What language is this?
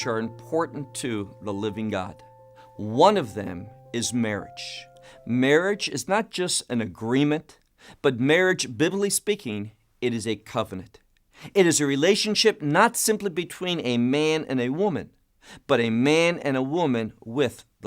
English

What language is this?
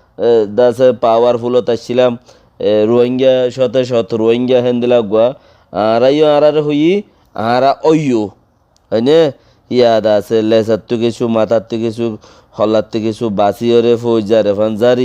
Rohingya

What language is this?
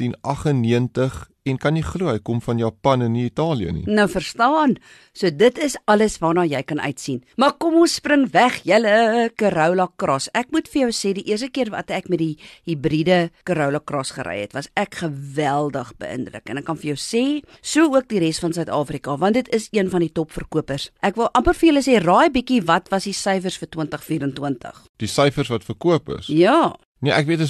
Afrikaans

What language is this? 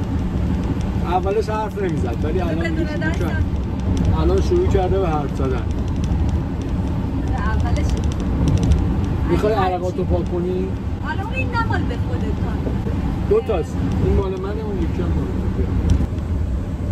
Persian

